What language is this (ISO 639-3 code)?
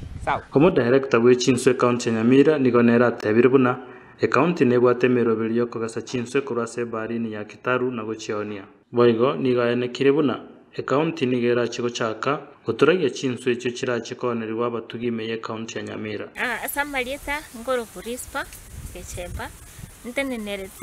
guz